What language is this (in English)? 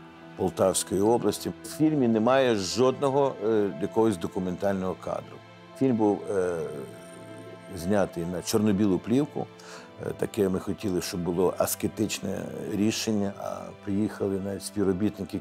Ukrainian